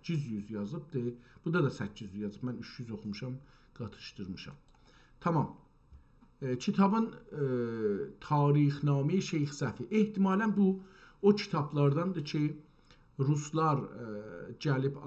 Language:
South Azerbaijani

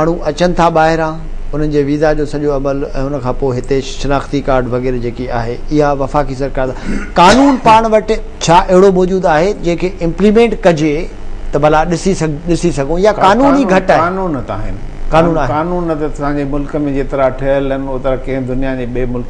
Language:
Sindhi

